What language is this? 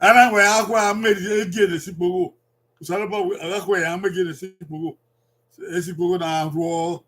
Bini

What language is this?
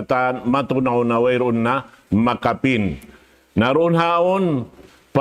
Tausug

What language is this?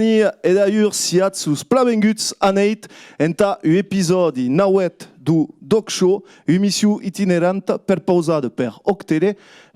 Occitan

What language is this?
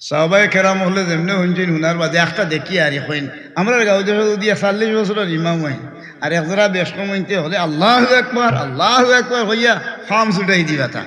Sylheti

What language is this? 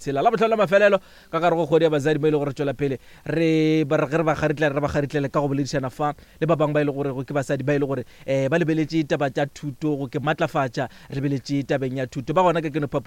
Northern Sotho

